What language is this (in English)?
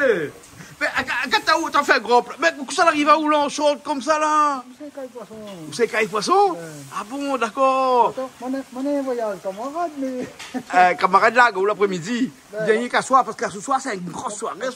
Réunion Creole French